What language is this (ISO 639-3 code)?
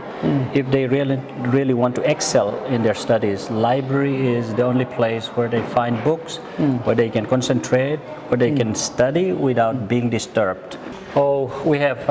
pck